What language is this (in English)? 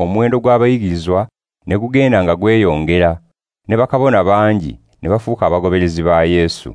Ganda